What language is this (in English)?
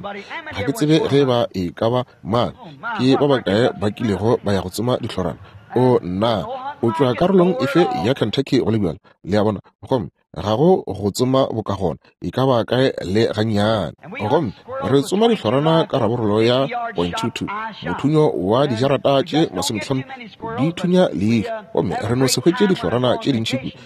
Northern Sotho